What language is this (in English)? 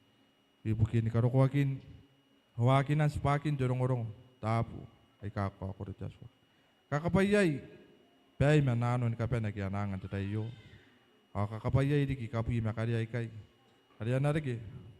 Gilbertese